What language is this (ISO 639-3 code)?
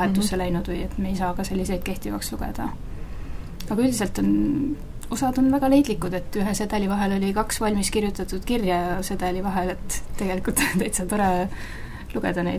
est